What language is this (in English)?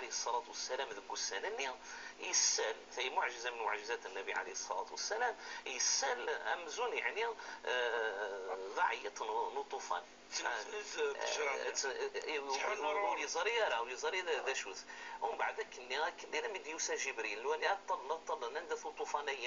Kabyle